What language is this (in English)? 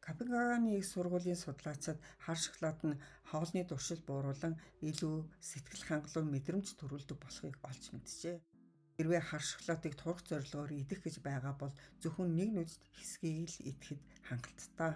Mongolian